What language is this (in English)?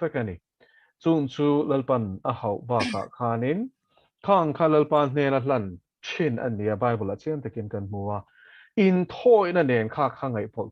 Mizo